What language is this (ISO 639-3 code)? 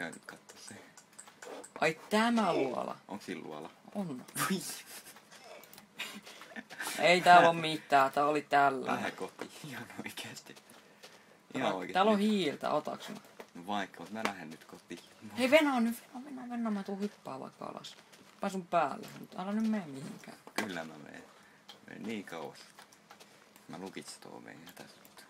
fin